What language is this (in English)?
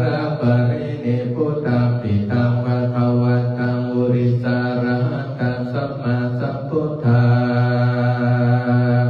Pali